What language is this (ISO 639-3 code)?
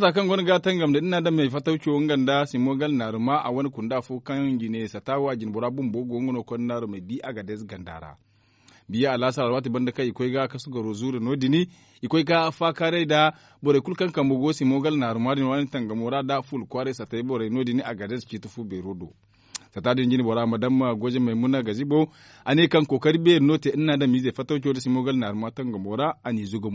dje